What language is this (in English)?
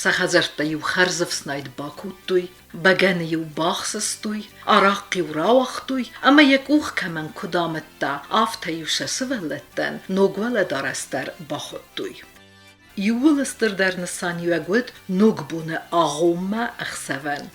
Ossetic